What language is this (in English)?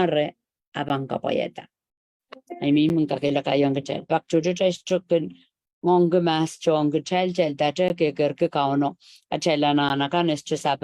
Pohnpeian